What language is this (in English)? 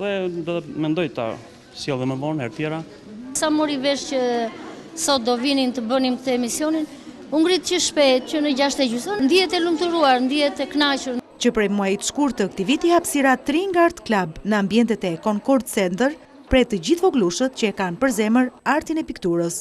Albanian